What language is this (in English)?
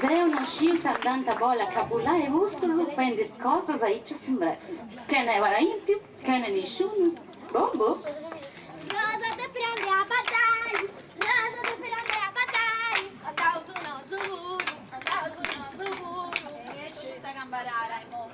Sardinian